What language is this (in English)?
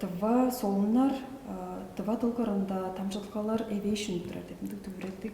Tuvinian